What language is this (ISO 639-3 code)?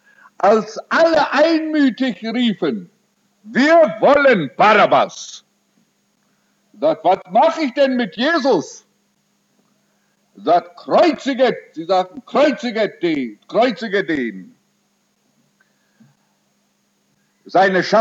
deu